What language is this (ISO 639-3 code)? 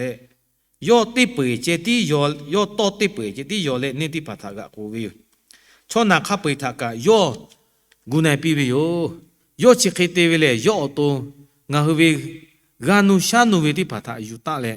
lhu